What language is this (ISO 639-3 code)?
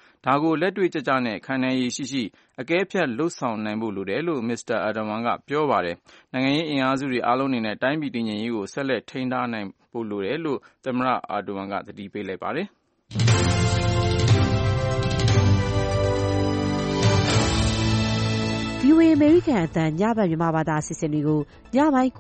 mya